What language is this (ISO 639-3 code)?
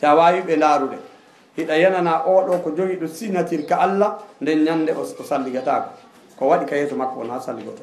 ful